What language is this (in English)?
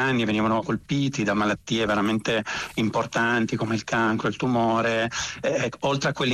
Italian